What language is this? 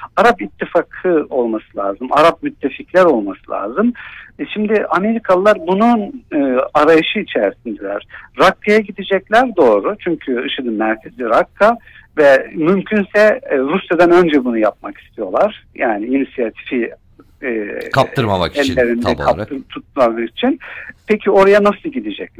Turkish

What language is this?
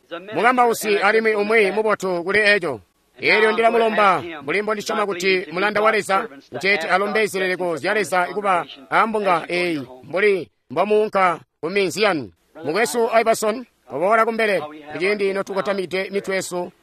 Tonga (Zambia)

